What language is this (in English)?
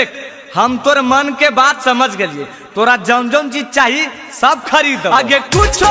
Magahi